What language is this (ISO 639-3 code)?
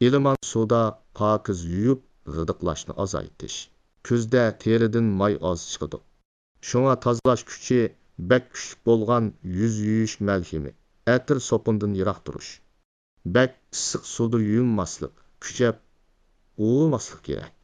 uig